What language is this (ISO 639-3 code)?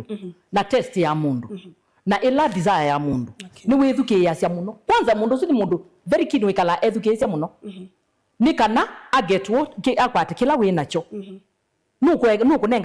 kam